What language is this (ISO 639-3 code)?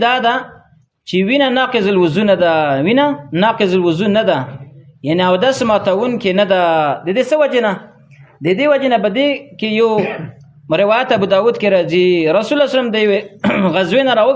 pus